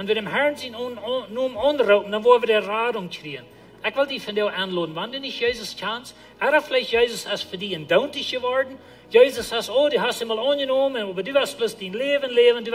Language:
Plautdietsch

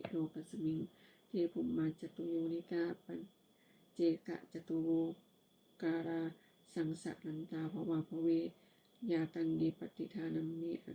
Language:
Pali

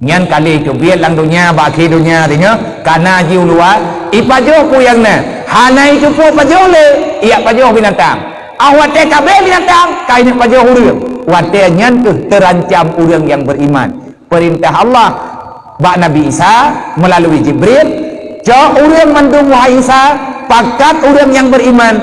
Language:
Achinese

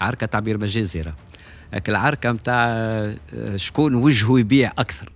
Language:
Tunisian Arabic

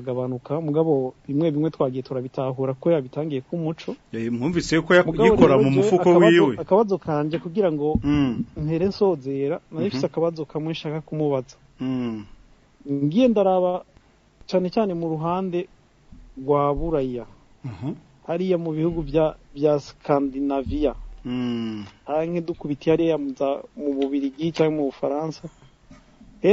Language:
Rundi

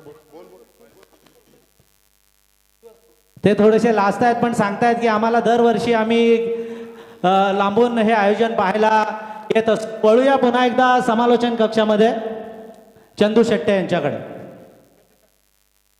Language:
Marathi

